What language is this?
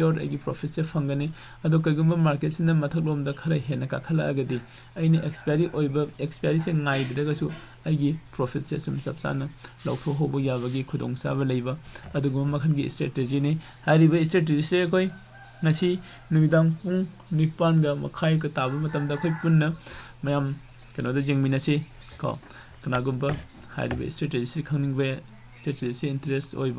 Manipuri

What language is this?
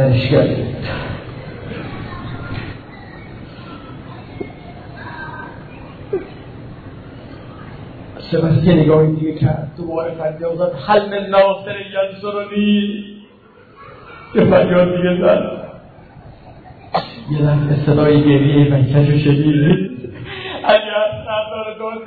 Persian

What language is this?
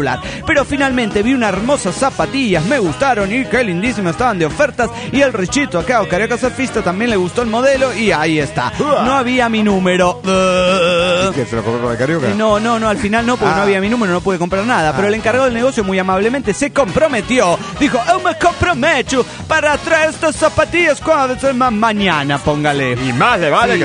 Spanish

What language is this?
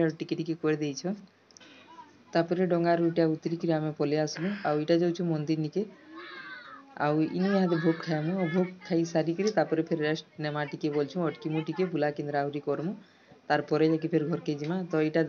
Sambalpuri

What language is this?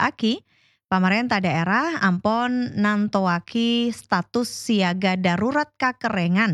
Madurese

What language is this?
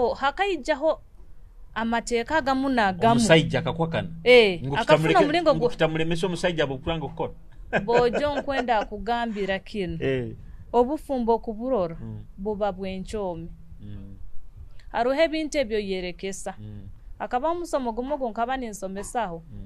Nyoro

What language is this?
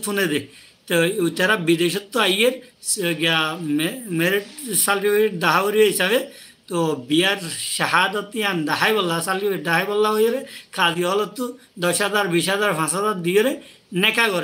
Rohingya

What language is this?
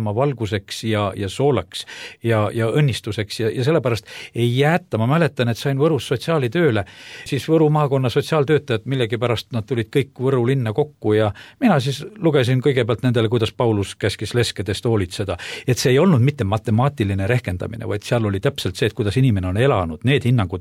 Estonian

